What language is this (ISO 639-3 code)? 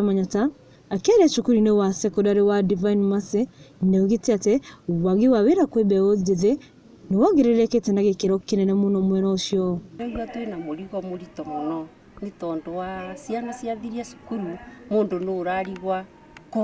kik